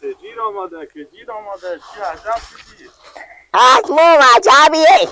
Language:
Persian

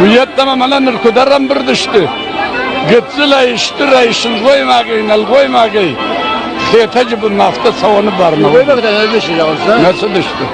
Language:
Ossetic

